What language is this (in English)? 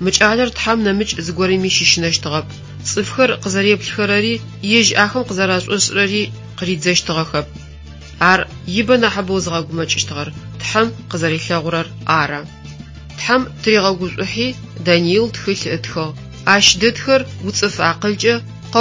Adyghe